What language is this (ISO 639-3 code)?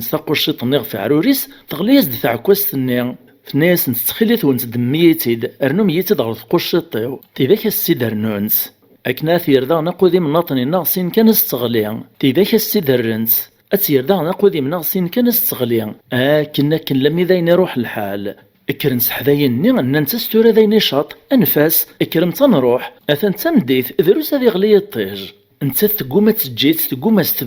kab